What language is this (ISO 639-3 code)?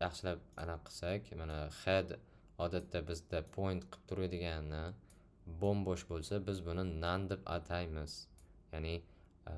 uzb